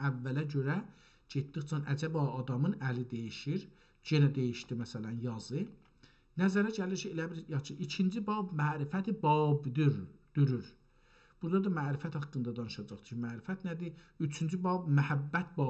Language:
South Azerbaijani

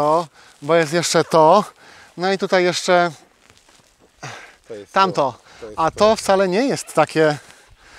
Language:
Polish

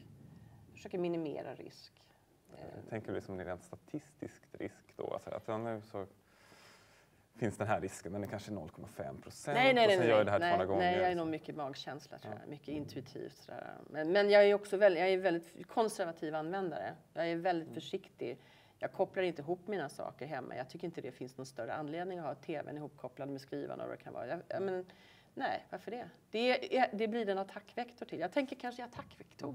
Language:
Swedish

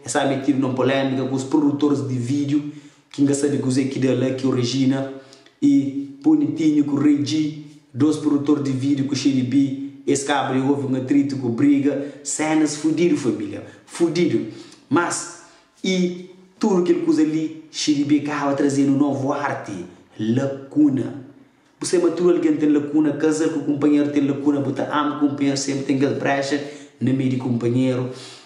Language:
Kabuverdianu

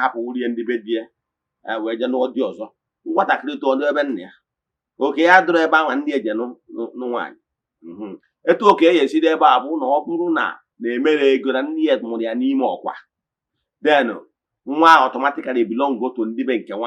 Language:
Igbo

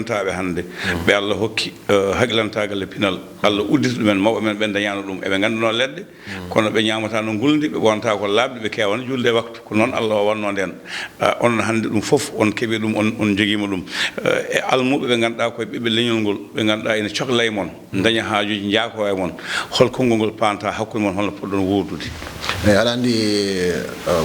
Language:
Fula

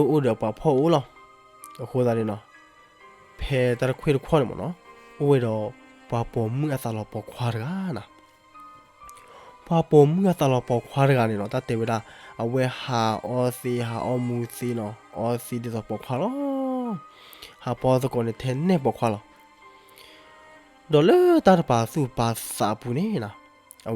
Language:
S'gaw Karen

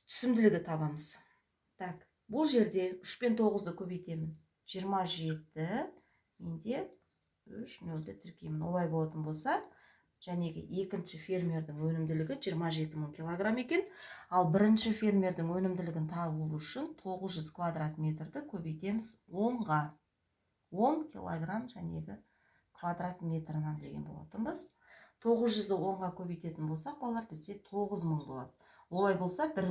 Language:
Kazakh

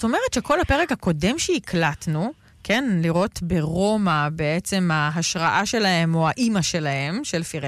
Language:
Hebrew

